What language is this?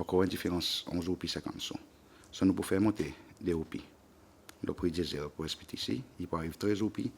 Seselwa Creole French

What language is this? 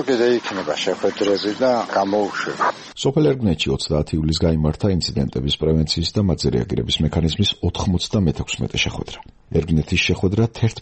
Georgian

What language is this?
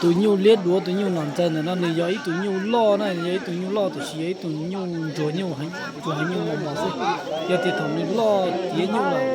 Hmong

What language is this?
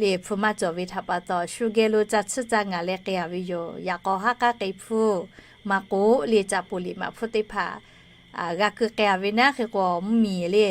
Lahu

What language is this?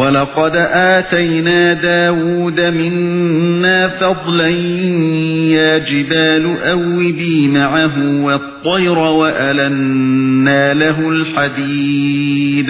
Uyghur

